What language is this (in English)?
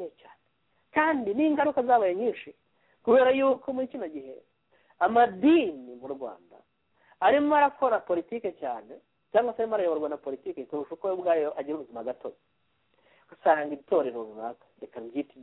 Kinyarwanda